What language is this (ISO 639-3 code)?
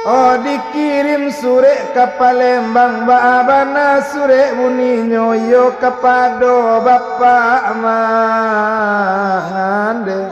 min